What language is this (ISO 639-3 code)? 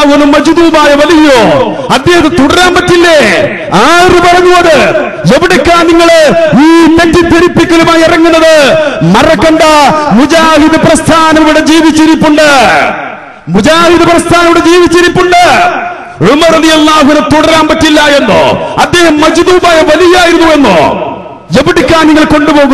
mal